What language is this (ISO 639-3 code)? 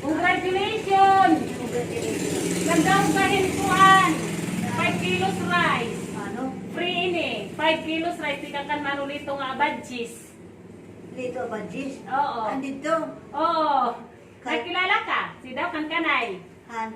war